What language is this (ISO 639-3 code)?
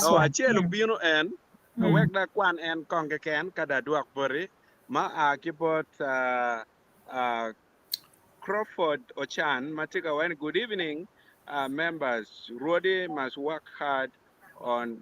ach